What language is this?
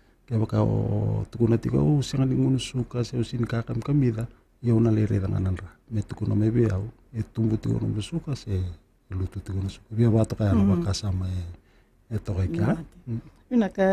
Fijian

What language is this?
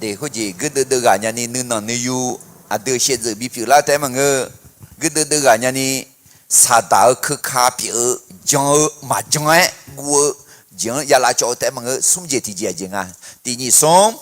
Akha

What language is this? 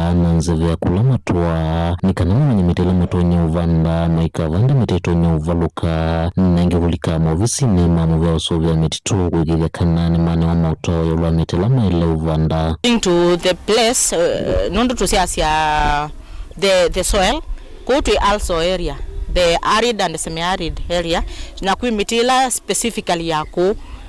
Kamba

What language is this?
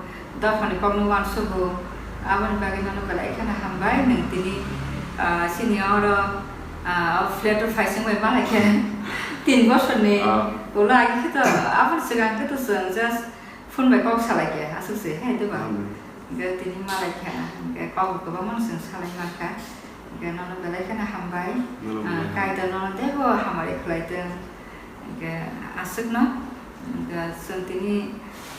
Kok Borok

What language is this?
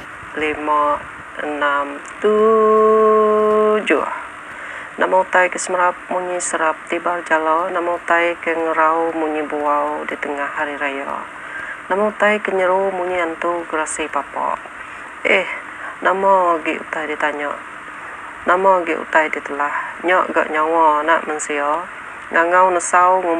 Iban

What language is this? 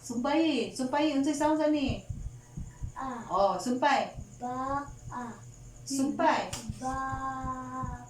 Cebuano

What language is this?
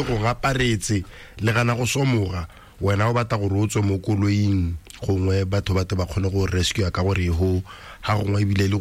Tswana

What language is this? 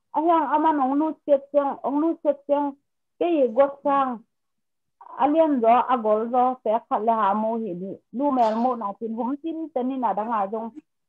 Tedim Chin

